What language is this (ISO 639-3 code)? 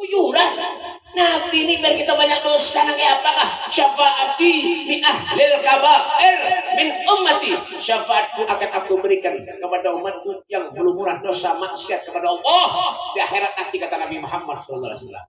bjn